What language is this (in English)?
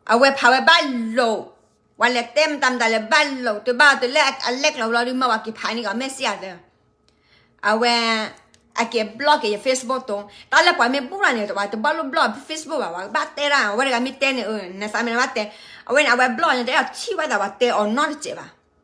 S'gaw Karen